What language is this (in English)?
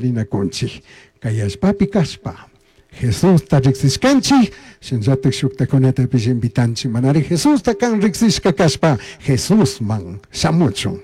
Chimborazo Highland Quichua